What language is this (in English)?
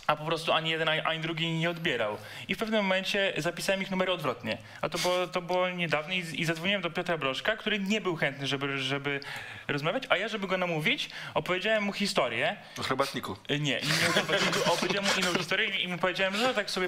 Polish